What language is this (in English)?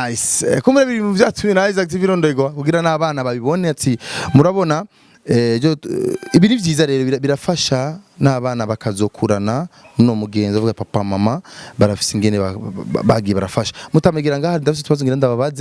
Rundi